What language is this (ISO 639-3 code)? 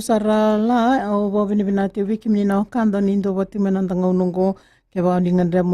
fij